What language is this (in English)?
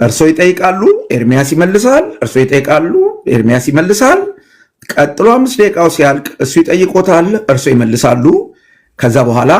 Amharic